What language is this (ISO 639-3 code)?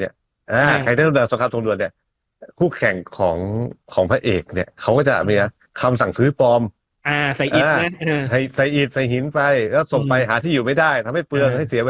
tha